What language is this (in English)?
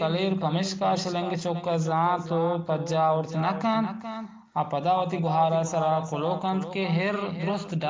Eastern Balochi